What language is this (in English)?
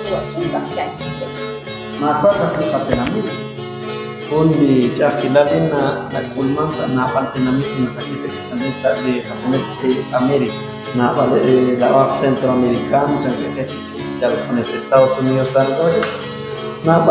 Kekchí